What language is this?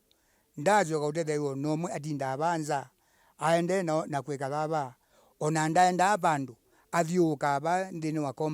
Kamba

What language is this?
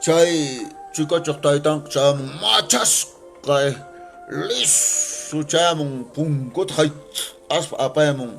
Quechua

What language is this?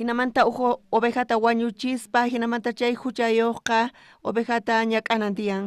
South Bolivian Quechua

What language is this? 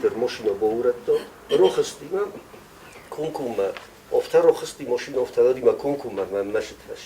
Ossetic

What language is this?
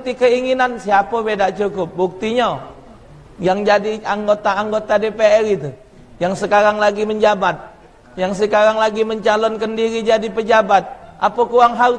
Musi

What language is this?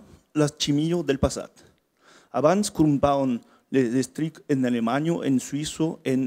Occitan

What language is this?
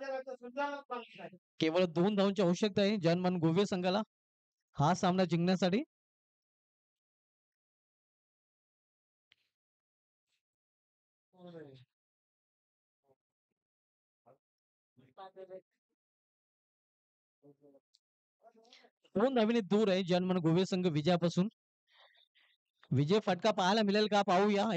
Marathi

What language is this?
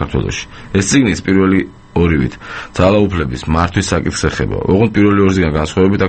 Georgian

